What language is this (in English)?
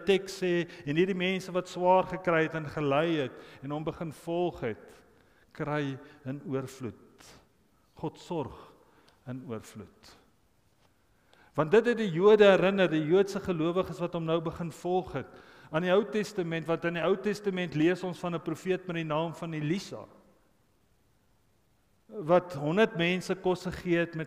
Afrikaans